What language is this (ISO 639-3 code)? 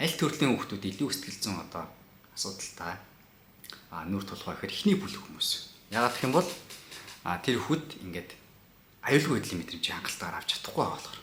mon